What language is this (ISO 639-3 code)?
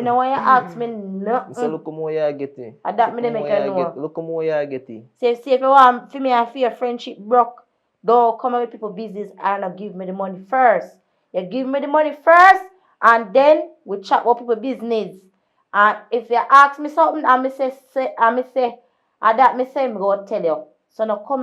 jam